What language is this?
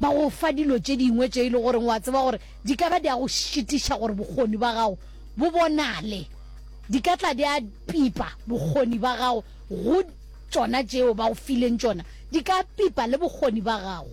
Northern Sotho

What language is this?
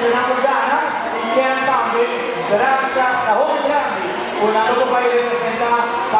Papiamento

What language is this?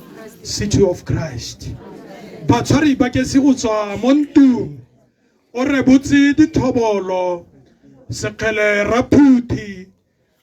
Tswana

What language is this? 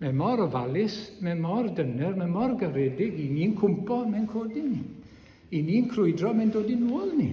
Welsh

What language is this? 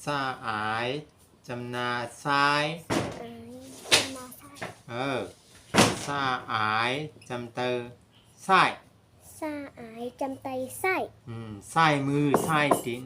Shan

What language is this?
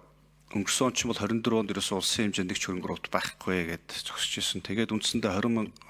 Mongolian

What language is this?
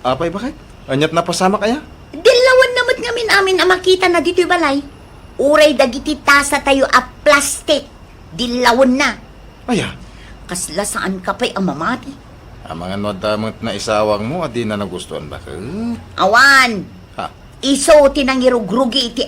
Iloko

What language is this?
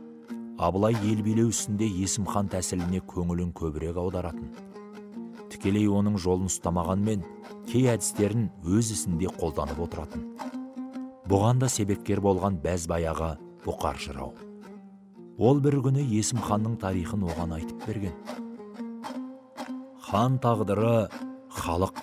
Kazakh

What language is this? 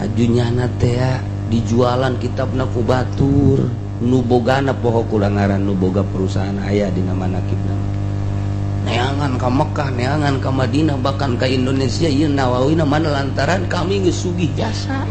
Sundanese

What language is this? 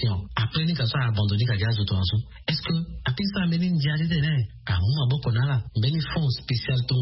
Sango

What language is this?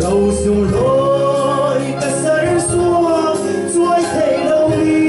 Falam Chin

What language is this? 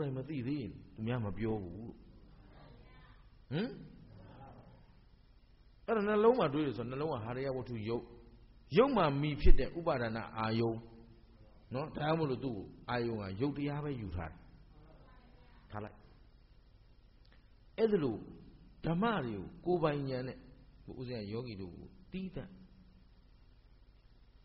Burmese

